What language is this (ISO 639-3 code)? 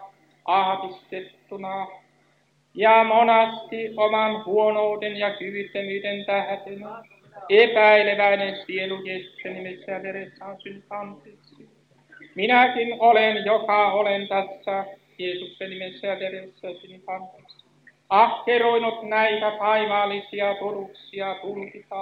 fin